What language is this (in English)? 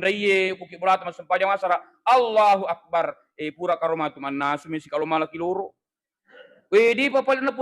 Buginese